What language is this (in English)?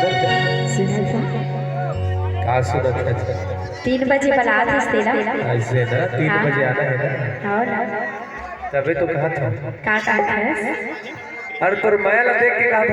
Chhattisgarhi